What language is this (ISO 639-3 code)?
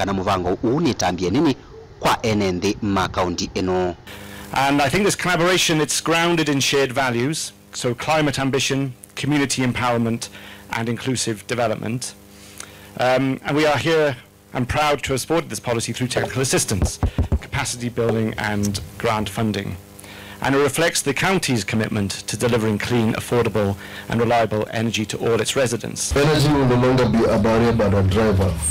kam